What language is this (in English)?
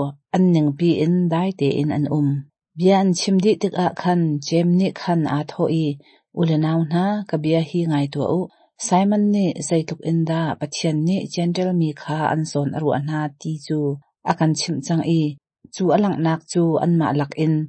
Hakha Chin